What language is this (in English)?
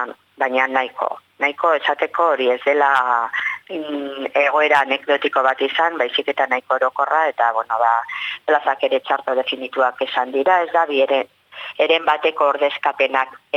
Basque